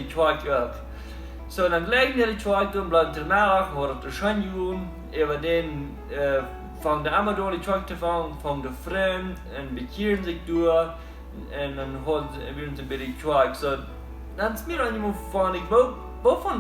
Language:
Plautdietsch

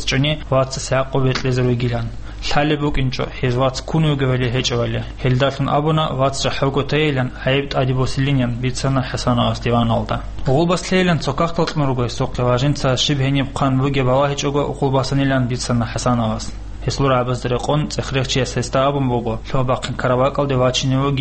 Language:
Avaric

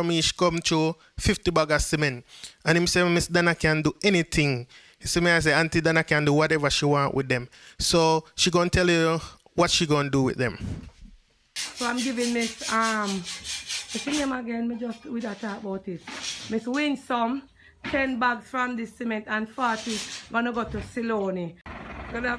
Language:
Jamaican Creole English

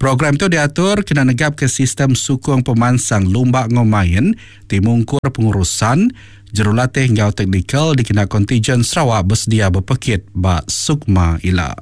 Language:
Iban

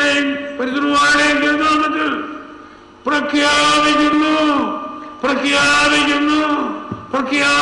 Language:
Malayalam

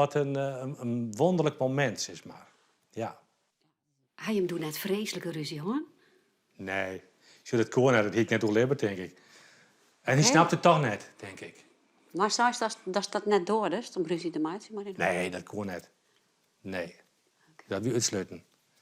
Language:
Western Frisian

